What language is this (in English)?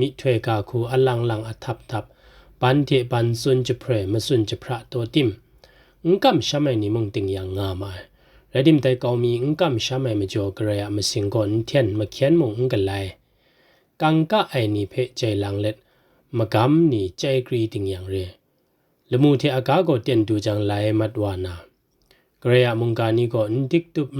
Kachin